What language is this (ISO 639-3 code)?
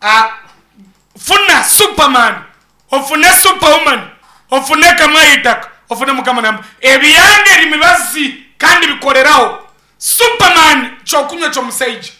nyn